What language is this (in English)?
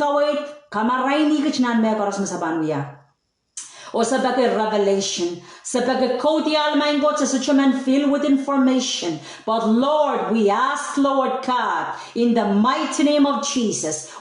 Pohnpeian